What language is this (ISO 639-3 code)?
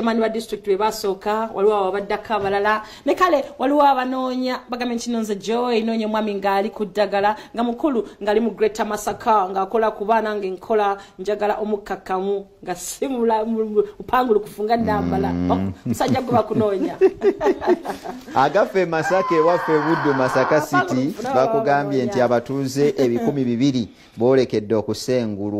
lug